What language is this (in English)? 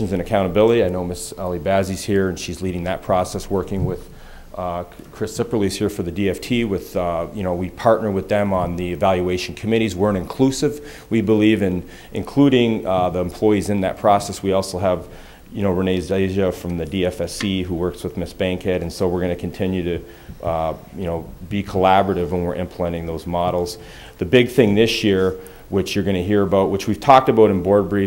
English